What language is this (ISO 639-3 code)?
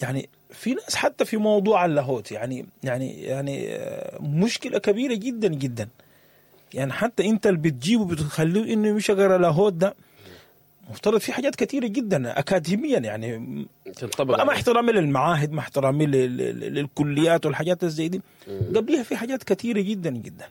apd